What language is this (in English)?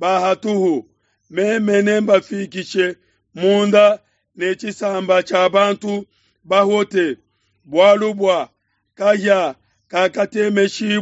Luba-Lulua